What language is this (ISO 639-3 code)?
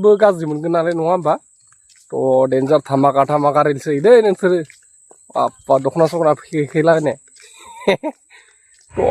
brx